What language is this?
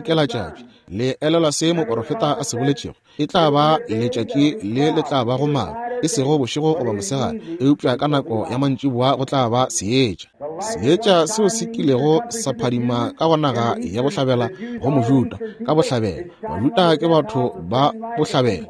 Northern Sotho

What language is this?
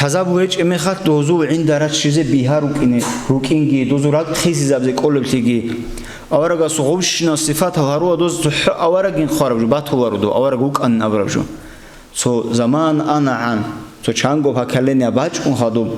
Avaric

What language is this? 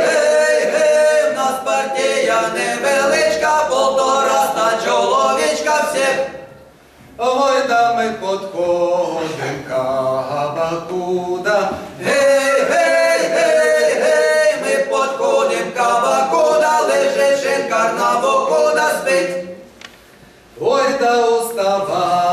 Ukrainian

